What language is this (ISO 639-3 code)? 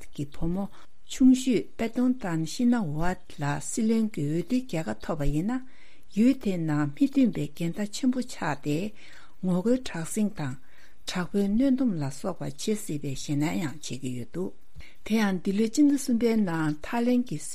bod